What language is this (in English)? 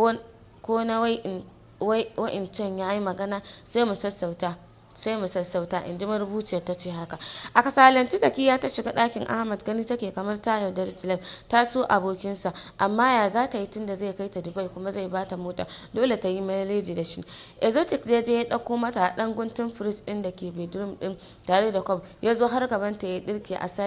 Hausa